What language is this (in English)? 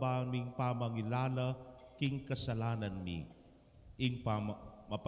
Pampanga